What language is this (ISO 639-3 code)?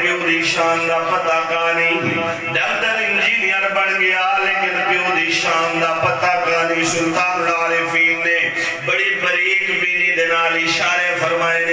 skr